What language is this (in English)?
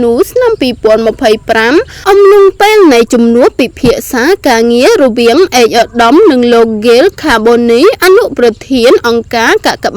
Khmer